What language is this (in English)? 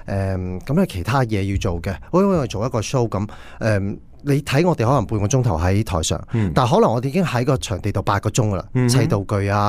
Cantonese